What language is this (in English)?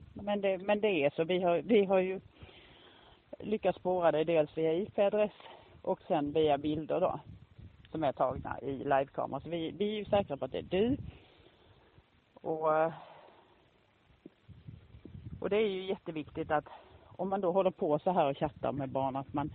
Swedish